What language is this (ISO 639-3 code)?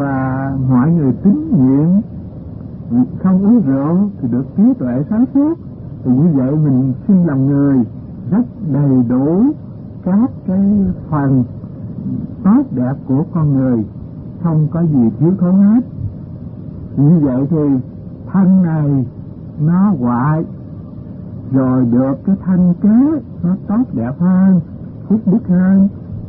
vie